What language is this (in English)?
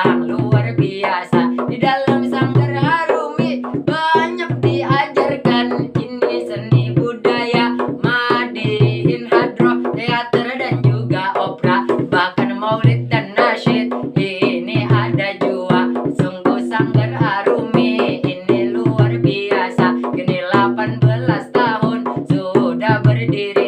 Banjar